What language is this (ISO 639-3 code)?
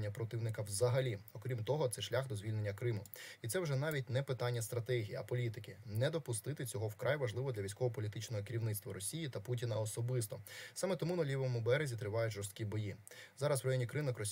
ukr